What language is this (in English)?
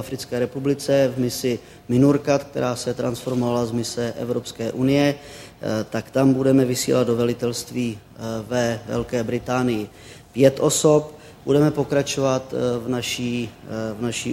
Czech